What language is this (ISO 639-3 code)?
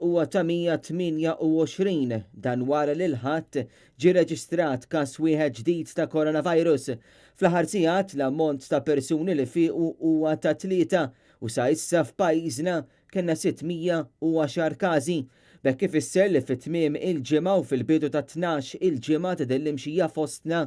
mlt